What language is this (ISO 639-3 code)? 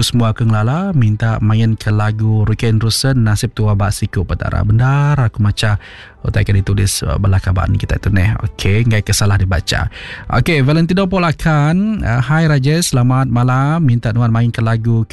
iba